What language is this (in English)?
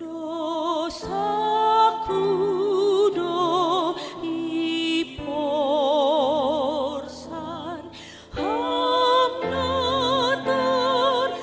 Batak Simalungun